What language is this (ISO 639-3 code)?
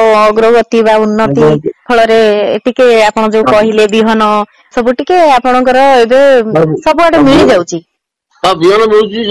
ori